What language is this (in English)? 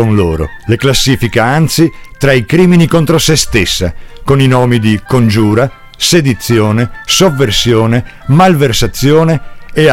Italian